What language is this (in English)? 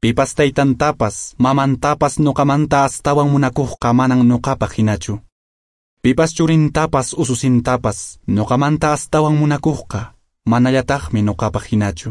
Quechua